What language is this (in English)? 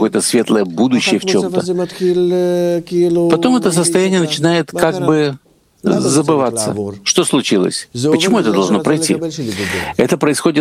Russian